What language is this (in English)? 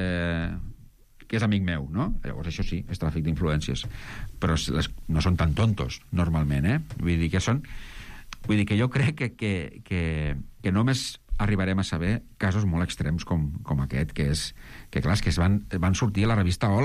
Catalan